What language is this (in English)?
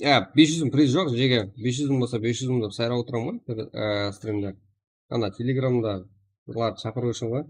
Kara-Kalpak